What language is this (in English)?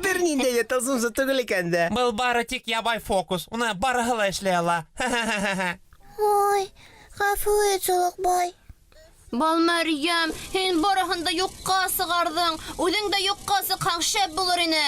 Bashkir